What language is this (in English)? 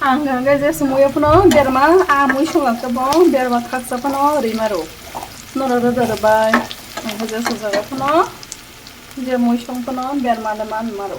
Kok Borok